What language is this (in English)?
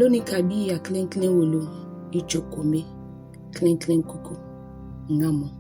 Ga